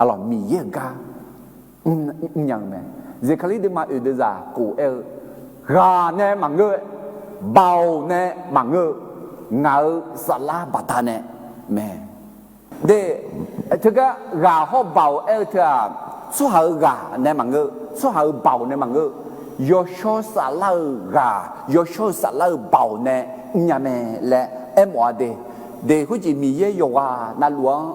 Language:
Akha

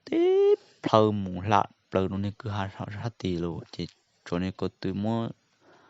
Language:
Hmong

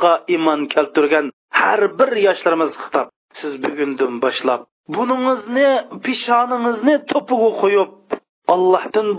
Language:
Uyghur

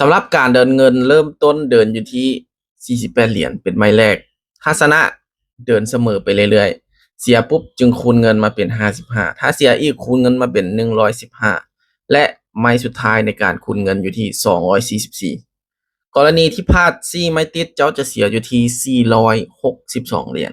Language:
Lao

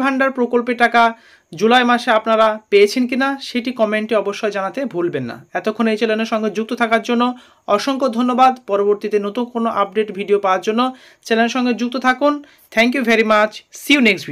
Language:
Bangla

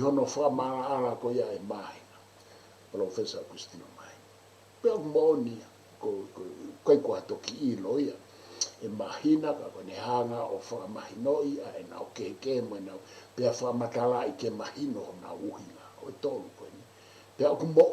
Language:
Tongan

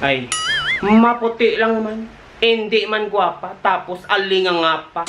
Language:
Hiligaynon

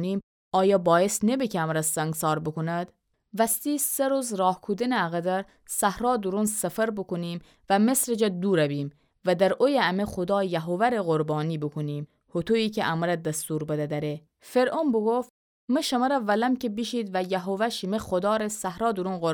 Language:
Gilaki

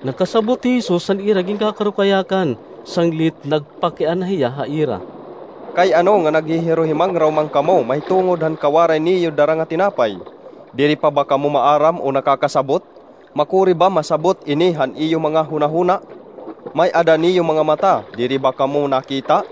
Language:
Waray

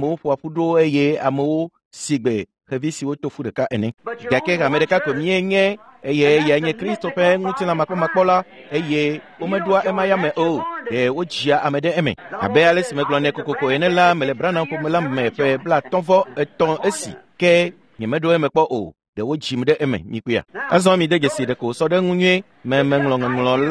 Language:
Ewe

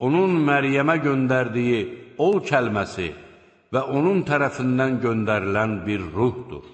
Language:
Azerbaijani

